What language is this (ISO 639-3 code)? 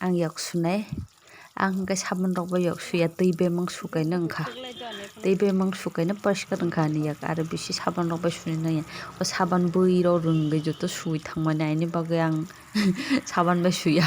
trp